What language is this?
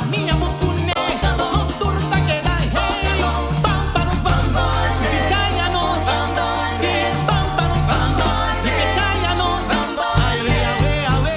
Papiamento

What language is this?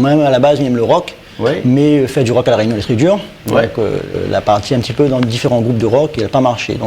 Réunion Creole French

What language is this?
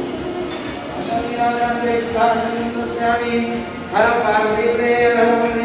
Telugu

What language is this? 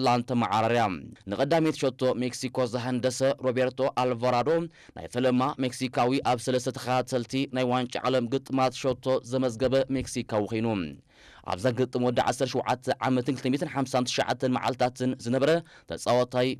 Tigrinya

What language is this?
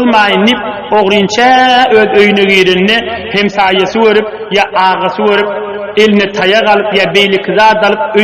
Turkmen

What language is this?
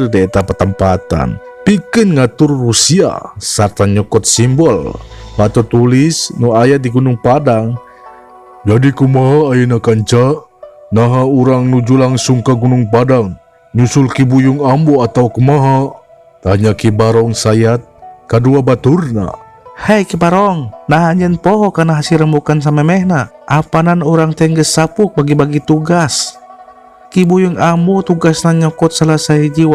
Sundanese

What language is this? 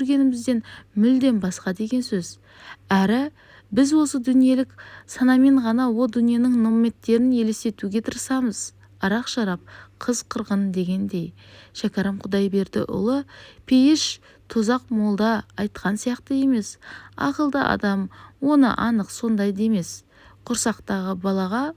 Kazakh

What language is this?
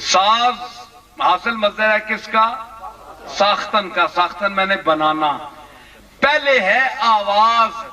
Saraiki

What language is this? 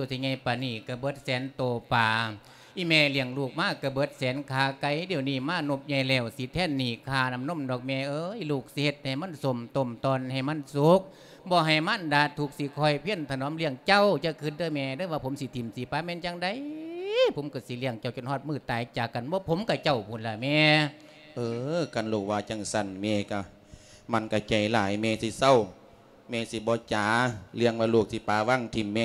Lao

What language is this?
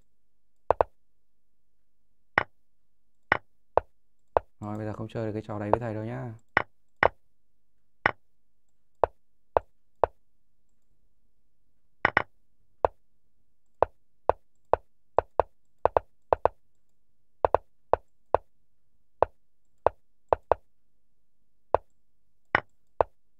Vietnamese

